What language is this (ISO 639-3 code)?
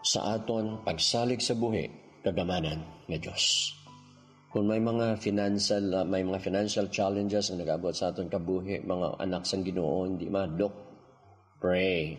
hil